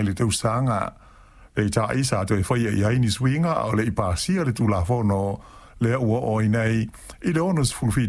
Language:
Samoan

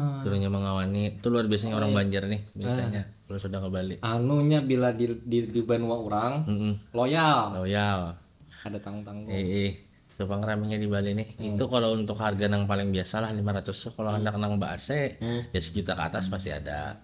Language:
Banjar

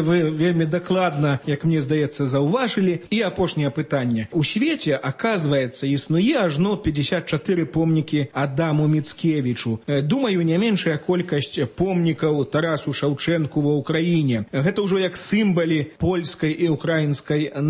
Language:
Belarusian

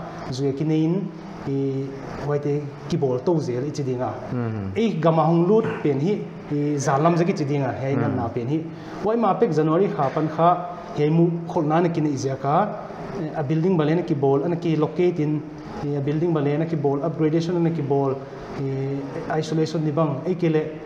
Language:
Paite Chin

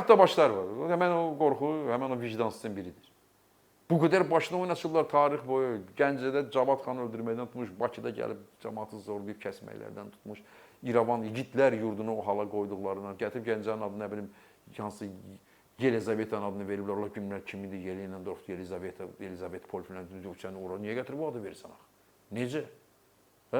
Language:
Azerbaijani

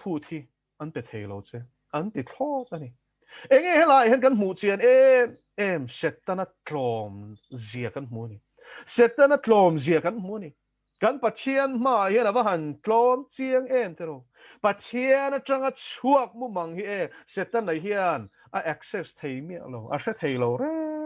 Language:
Mizo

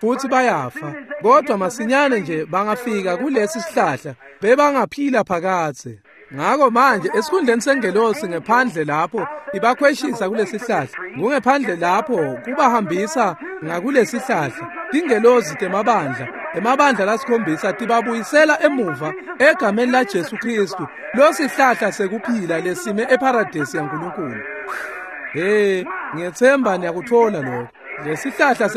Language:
Swati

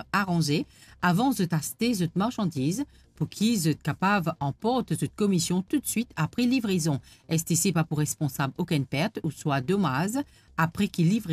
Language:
Morisyen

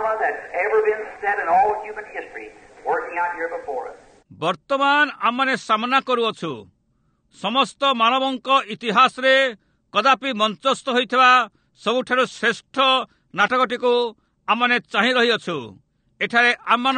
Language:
Odia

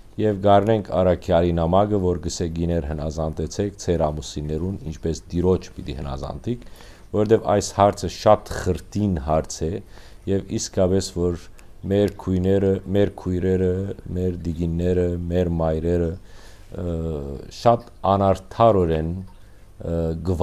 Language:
Western Armenian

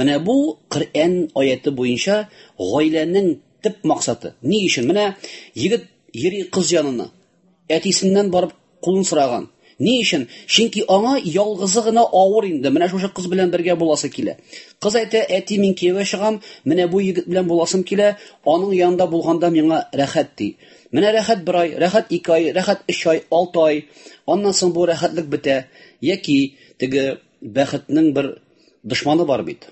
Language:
Tatar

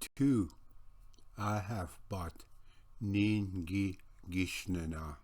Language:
Ojibwa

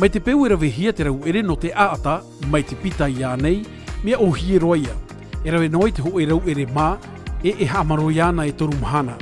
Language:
Tahitian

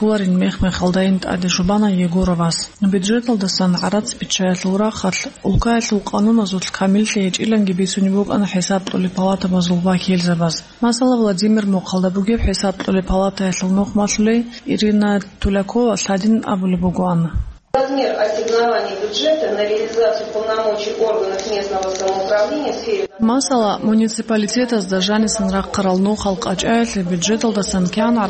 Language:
Avaric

